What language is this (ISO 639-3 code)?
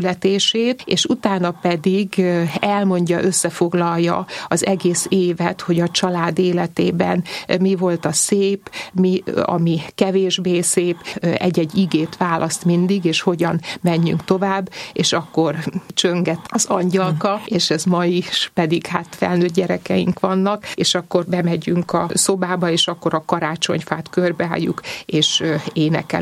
hun